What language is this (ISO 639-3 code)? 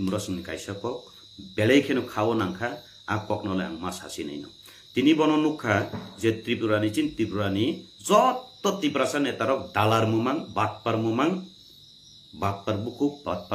trp